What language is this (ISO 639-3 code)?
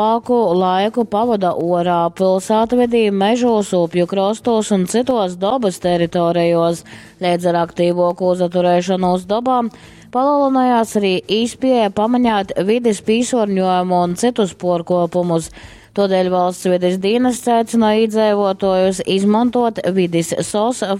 ltg